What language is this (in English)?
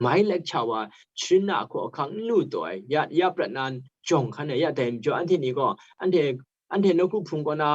Kachin